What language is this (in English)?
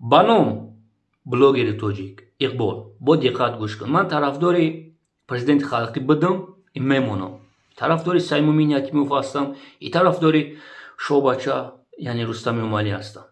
Tajik